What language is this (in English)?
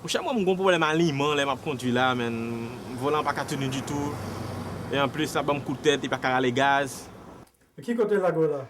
Haitian Creole